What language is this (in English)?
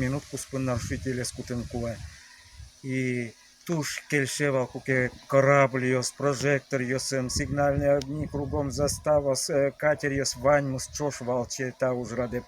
Udmurt